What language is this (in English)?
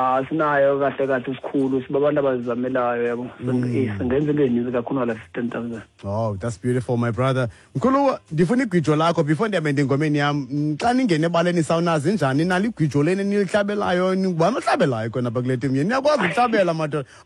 Xhosa